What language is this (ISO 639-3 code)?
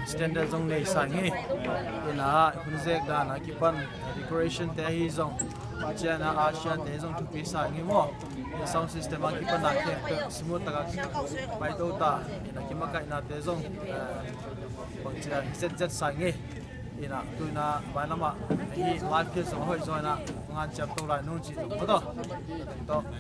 ctd